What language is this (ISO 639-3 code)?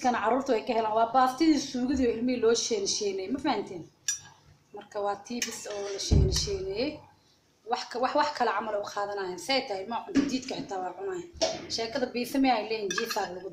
som